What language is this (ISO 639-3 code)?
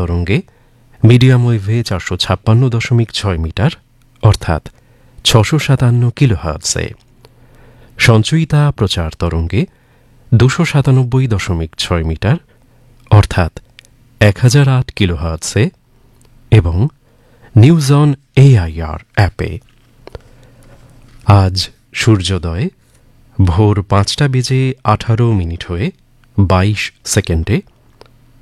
ben